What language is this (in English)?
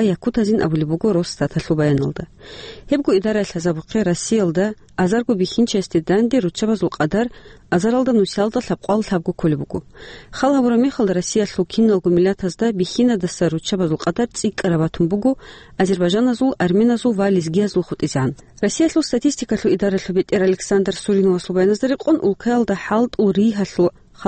Avaric